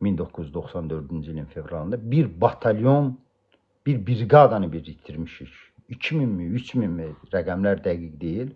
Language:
Azerbaijani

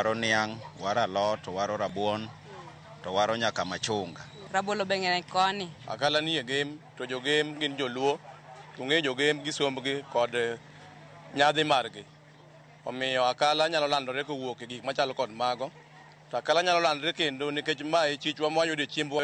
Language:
Luo (Kenya and Tanzania)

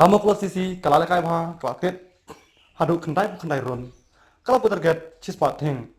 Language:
Khasi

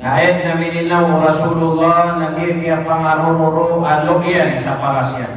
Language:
Maranao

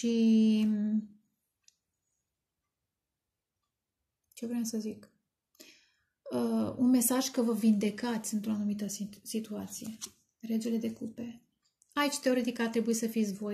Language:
Romanian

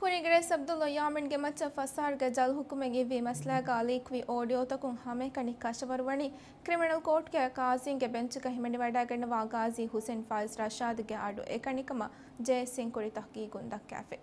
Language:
Divehi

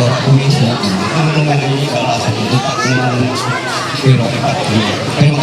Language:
Ma'anyan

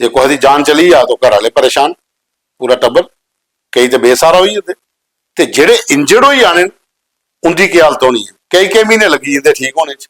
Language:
Dogri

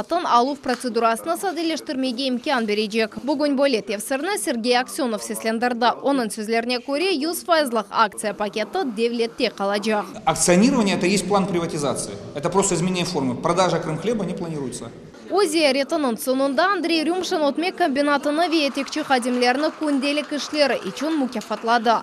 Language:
Crimean Tatar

